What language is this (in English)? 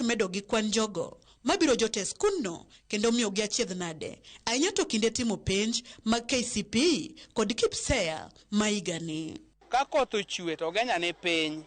Luo (Kenya and Tanzania)